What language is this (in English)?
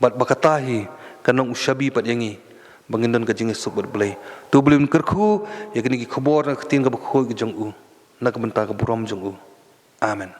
Khasi